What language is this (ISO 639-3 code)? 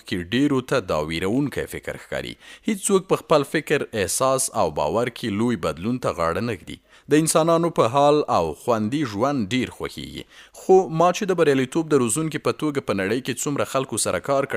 pus